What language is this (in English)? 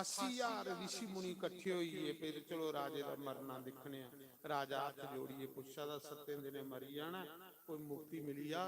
Dogri